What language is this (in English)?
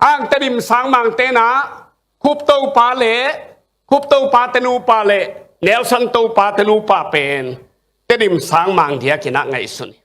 Tedim Chin